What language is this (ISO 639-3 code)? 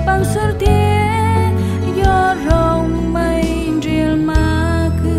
cmo